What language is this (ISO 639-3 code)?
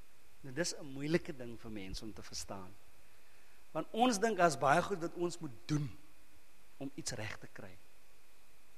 afr